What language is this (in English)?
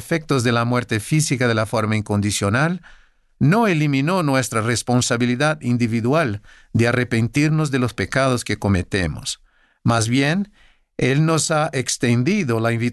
Spanish